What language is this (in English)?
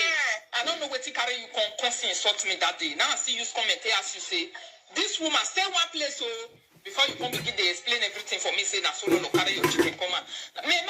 Nigerian Pidgin